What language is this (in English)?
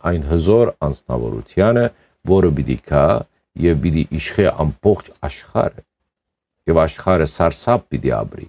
Western Armenian